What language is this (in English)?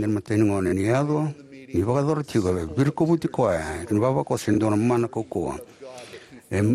Fijian